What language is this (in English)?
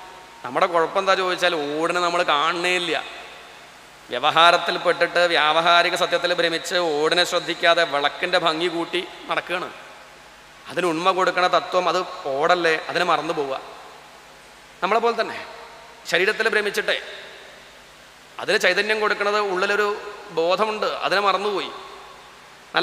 Malayalam